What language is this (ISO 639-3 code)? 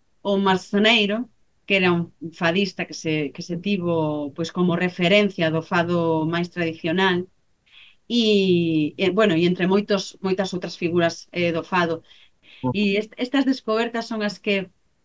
glg